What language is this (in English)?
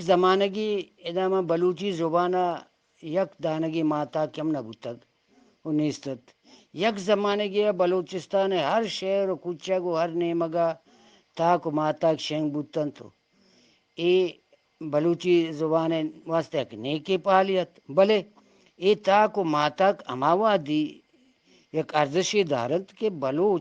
Eastern Balochi